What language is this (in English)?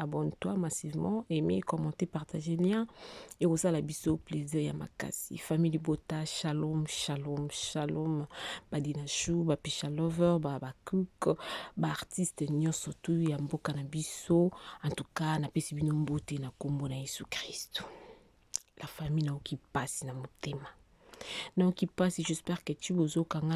Lingala